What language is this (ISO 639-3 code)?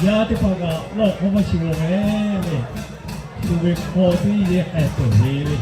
lhu